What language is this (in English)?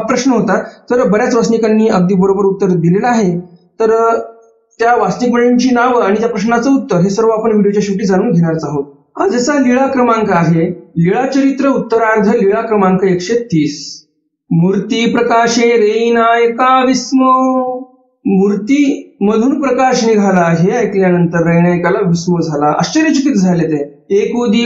Marathi